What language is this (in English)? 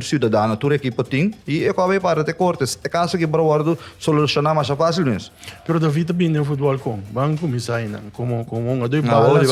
Papiamento